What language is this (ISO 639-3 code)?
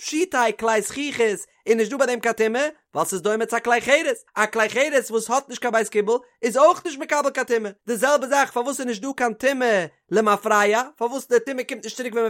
yid